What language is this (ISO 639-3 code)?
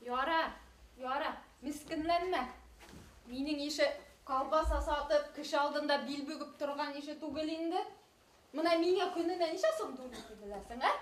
bak